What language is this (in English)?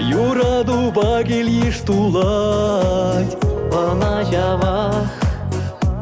Chuvash